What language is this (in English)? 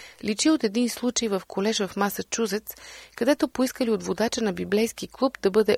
Bulgarian